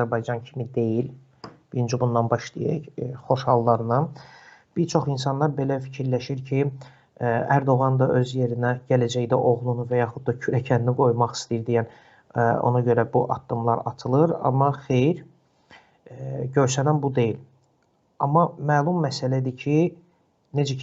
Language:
Azerbaijani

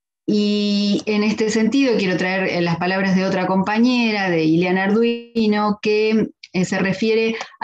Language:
Spanish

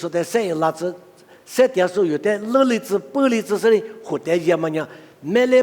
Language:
Lisu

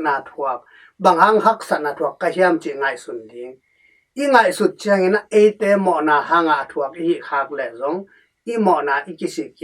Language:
Tedim Chin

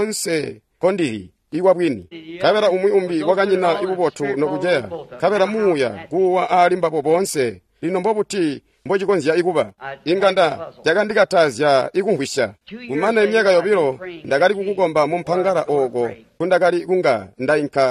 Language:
Tonga (Zambia)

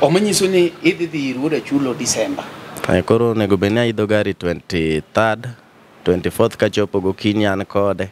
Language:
Luo (Kenya and Tanzania)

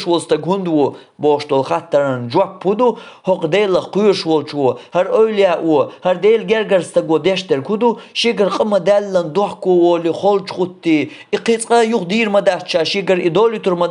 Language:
Chechen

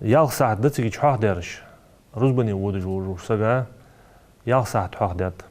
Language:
Ingush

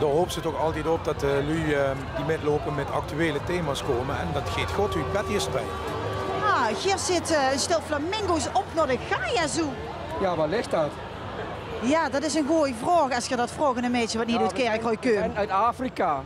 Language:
Limburgish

